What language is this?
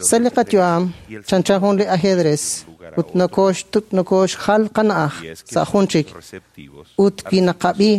Kekchí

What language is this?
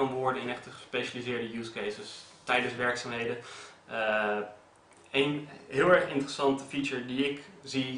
Dutch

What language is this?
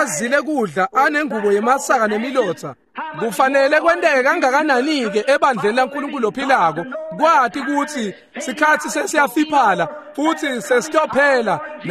Swati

